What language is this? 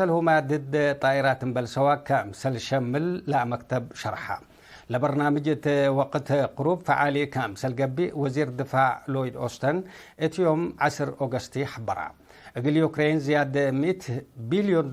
Tigre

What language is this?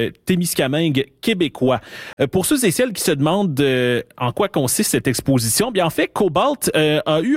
French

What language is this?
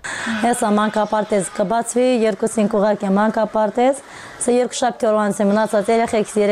Armenian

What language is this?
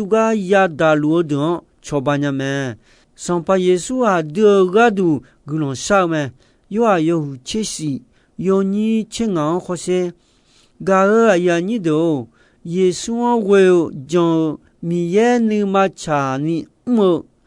Akha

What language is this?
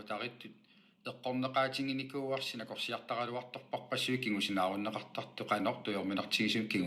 Kalaallisut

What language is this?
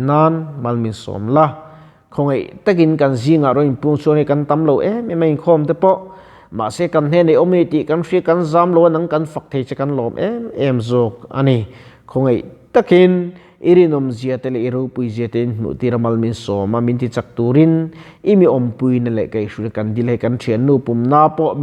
Mizo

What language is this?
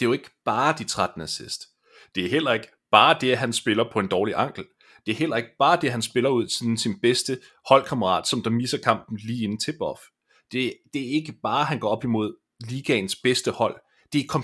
Danish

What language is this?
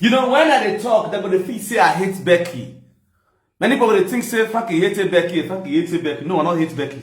Nigerian Pidgin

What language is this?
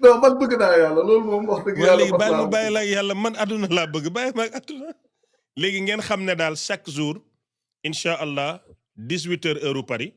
Wolof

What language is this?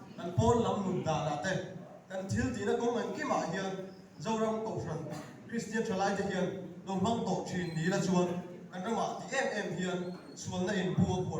Mizo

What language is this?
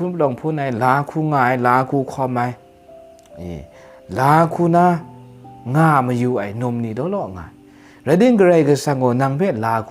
Kachin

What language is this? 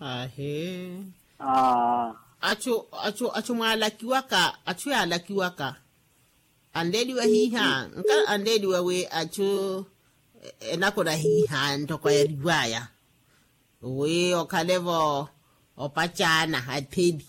Makhuwa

